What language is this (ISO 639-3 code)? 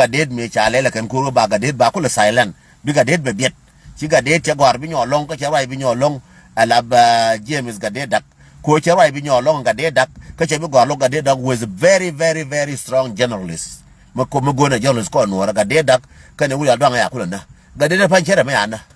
nus